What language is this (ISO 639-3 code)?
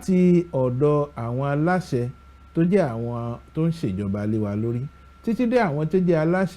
yor